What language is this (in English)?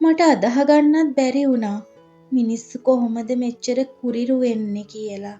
Sinhala